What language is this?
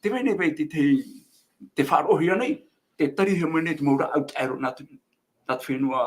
Tahitian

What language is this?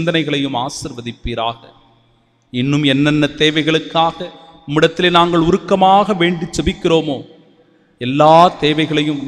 Tamil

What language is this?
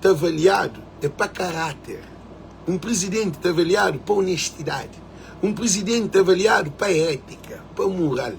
Kabuverdianu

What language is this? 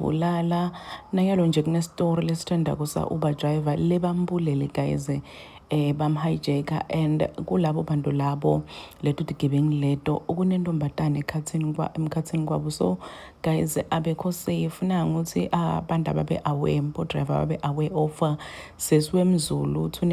Zulu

